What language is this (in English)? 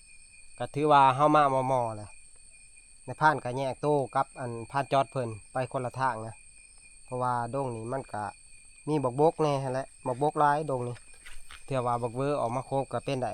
Northeastern Thai